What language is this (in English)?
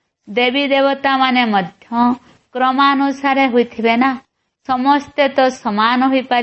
Odia